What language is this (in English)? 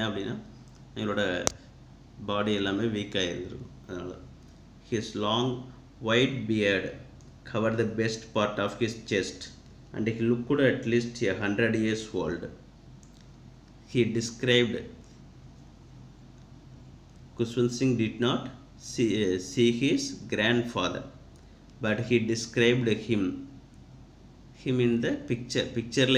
Tamil